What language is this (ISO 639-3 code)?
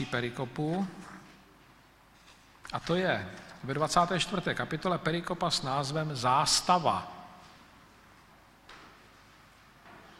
ces